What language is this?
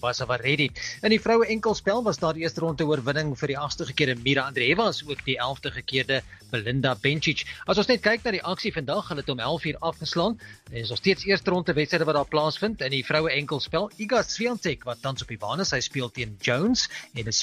Afrikaans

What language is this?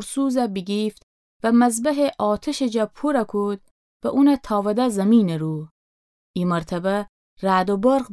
Gilaki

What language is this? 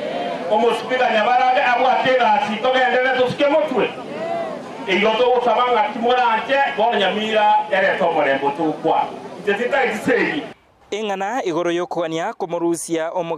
Gusii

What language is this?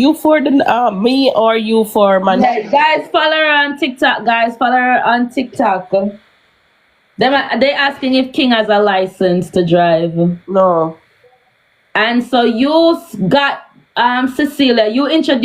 Jamaican Creole English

